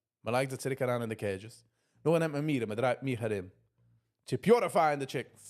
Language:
Yiddish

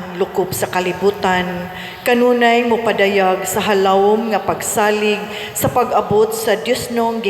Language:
Cebuano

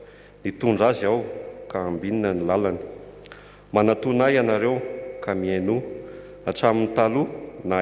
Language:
Malagasy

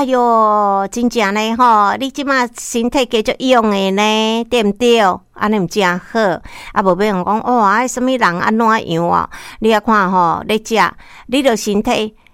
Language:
Min Nan Chinese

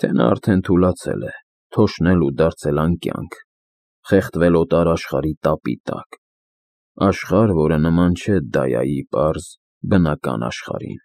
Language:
Armenian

